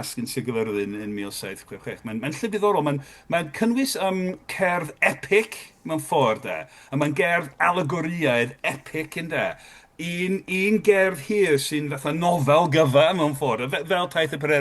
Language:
Welsh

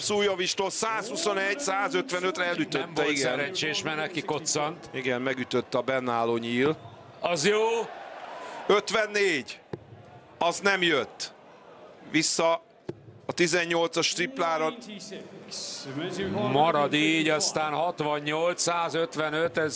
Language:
Hungarian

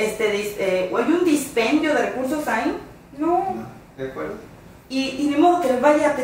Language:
Spanish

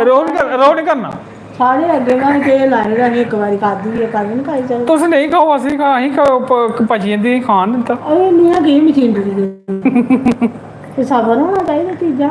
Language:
Dogri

